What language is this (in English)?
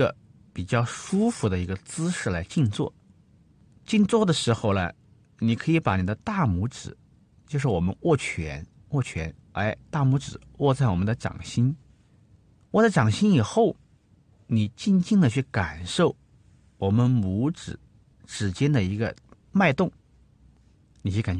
Chinese